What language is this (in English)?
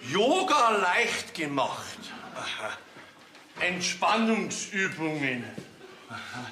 Bavarian